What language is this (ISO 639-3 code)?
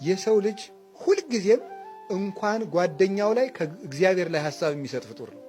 amh